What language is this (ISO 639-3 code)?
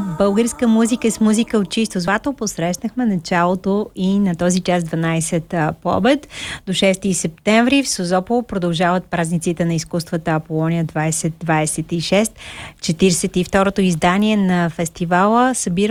bul